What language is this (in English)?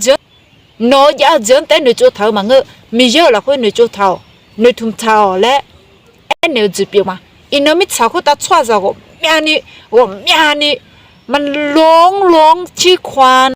Akha